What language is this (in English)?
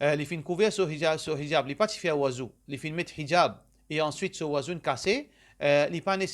Morisyen